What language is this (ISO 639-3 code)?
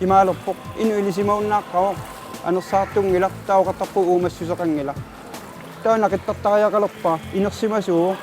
kal